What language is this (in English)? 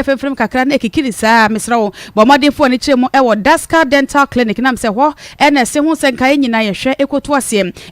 Akan